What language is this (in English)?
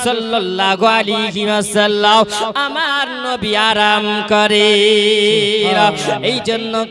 Bangla